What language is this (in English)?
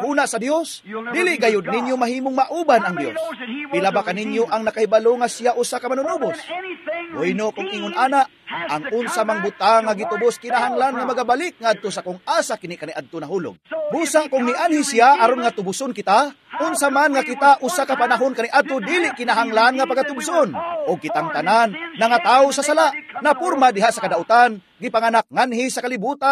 Cebuano